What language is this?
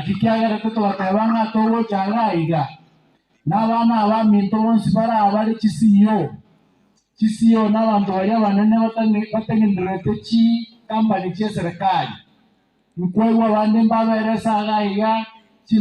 Gusii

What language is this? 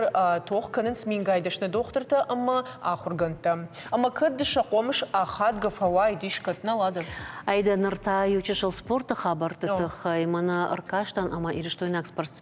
Ossetic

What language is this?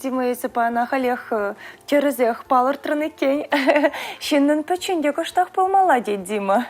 Chuvash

